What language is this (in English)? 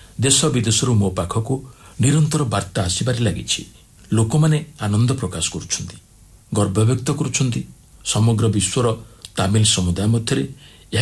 Odia